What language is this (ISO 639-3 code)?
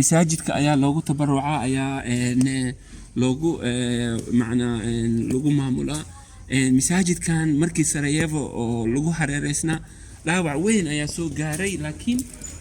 som